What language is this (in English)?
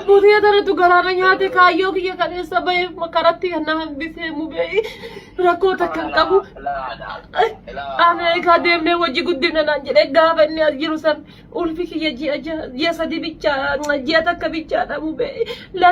Oromo